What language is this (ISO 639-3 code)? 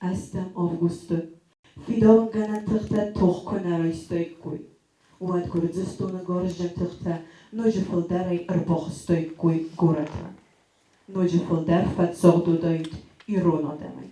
oss